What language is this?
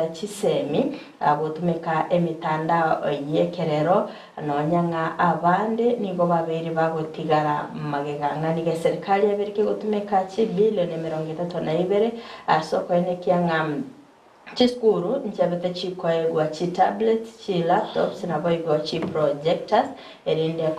Gusii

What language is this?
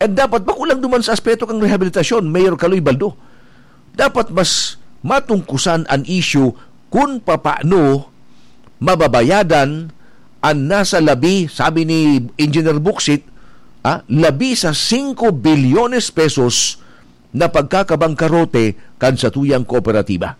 Bikol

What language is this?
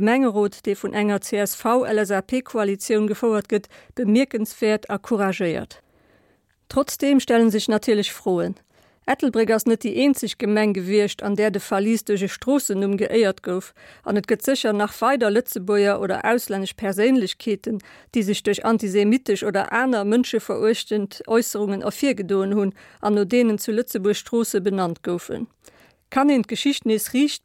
Luxembourgish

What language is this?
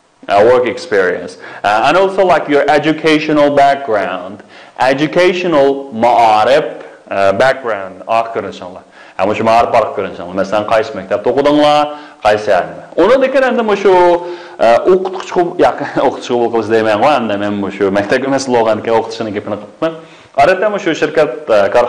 Uyghur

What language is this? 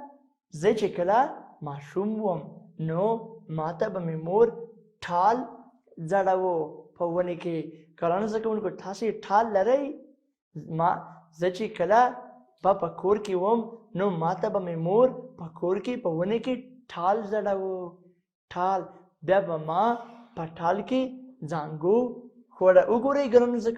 Pashto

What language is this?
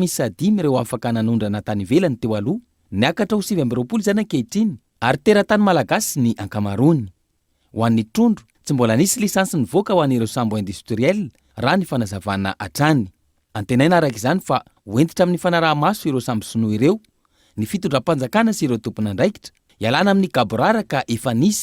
Malagasy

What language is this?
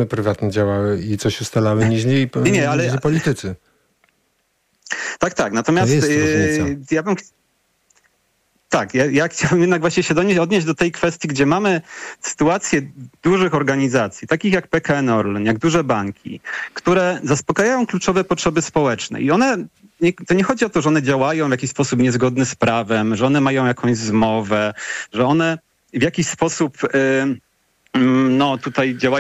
Polish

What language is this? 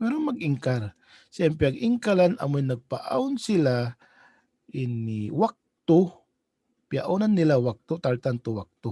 Tausug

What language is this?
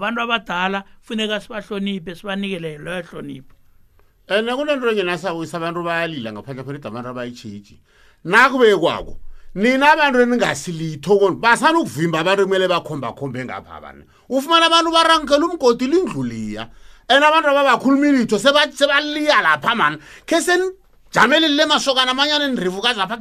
South Ndebele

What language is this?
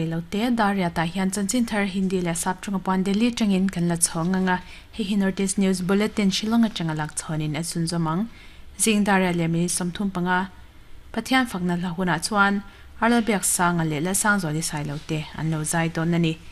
Mizo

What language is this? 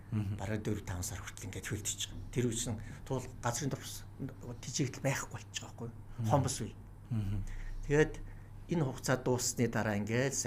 Mongolian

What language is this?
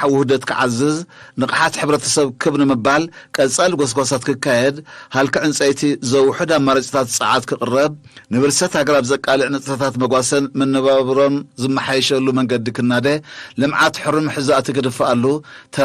Tigrinya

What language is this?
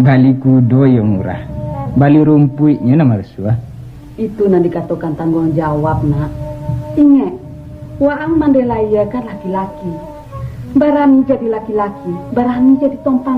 Minangkabau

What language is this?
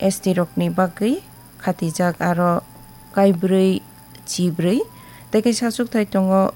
Kok Borok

